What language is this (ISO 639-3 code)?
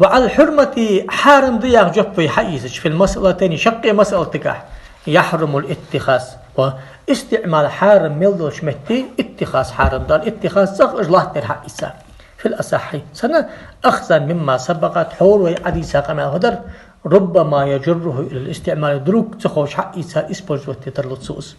inh